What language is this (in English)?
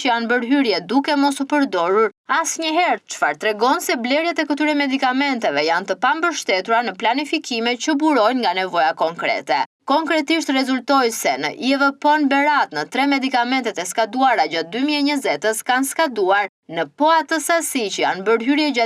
Albanian